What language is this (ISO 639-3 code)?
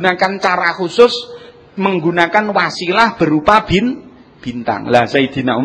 jav